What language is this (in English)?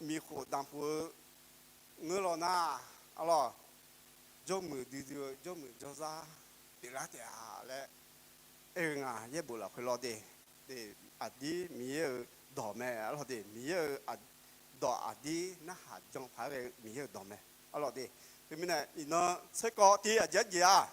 Akha